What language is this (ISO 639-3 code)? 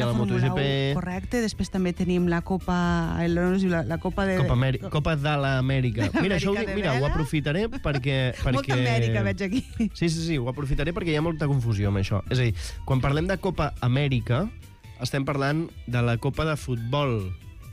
cat